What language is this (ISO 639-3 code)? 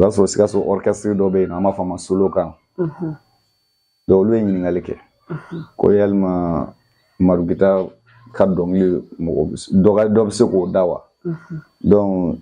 bam